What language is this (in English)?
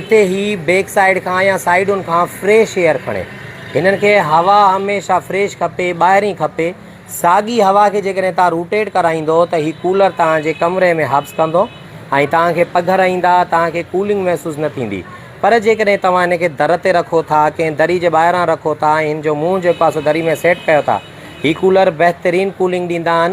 Sindhi